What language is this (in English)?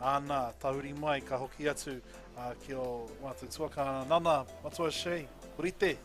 Māori